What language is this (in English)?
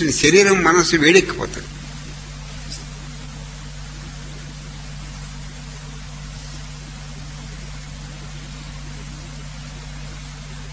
Telugu